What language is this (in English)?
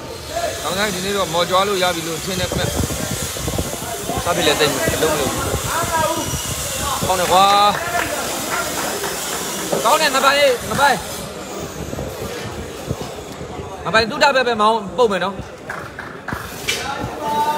Burmese